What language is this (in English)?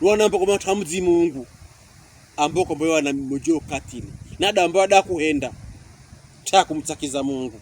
Pokomo